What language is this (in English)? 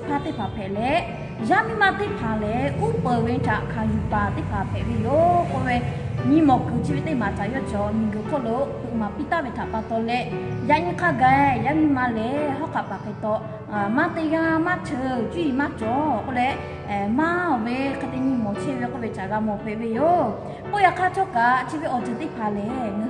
Lahu